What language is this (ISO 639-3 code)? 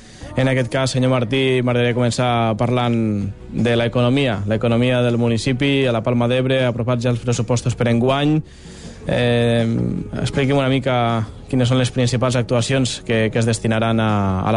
cat